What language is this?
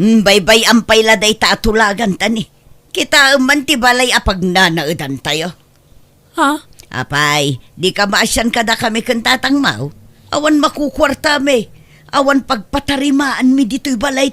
Iloko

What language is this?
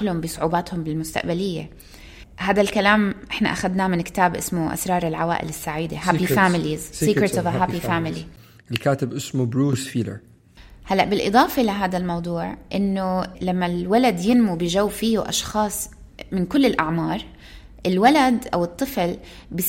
North Levantine Arabic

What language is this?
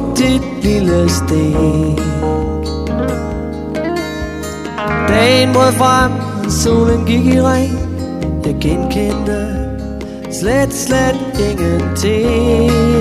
Danish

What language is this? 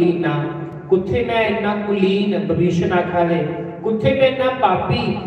Dogri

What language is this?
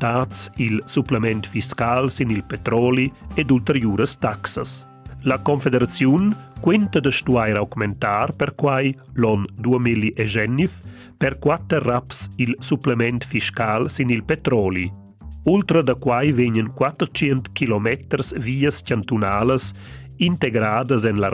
Romansh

